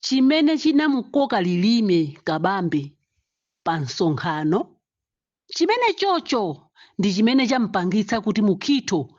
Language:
Nyanja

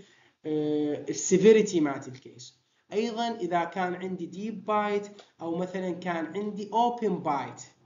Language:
Mesopotamian Arabic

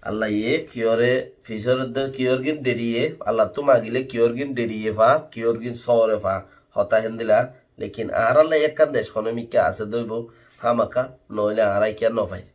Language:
Rohingya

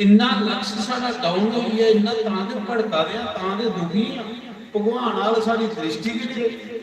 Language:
Dogri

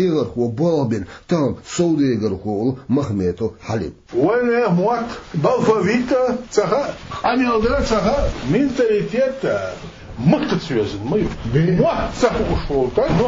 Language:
Chechen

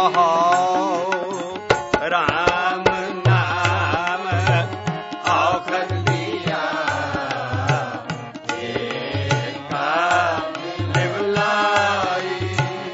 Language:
Punjabi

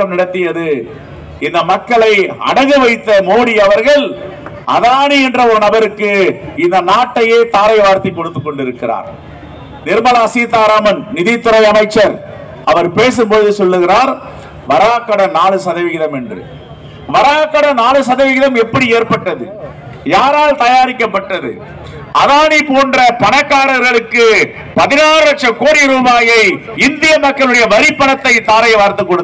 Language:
Tamil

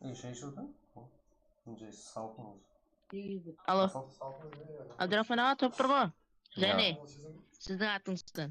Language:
Kara-Kalpak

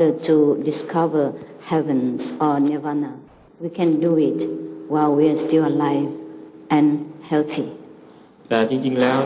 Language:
Thai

